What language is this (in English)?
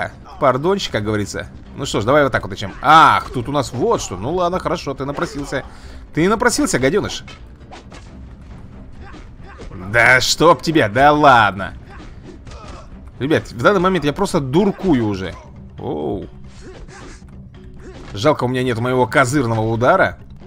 Russian